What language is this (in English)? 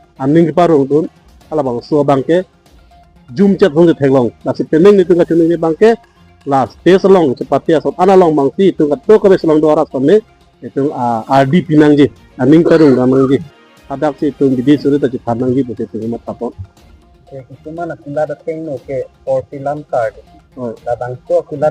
Karbi